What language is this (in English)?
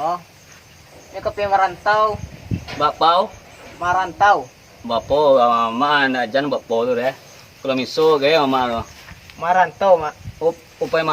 Minangkabau